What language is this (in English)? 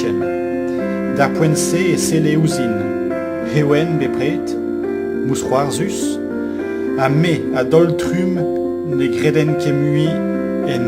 Breton